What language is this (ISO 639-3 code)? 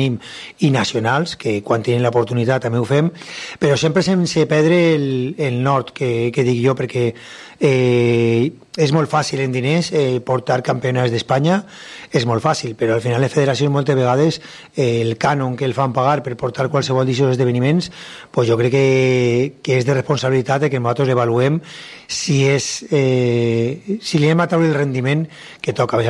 cat